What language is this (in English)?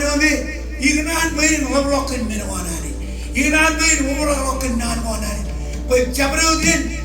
Marshallese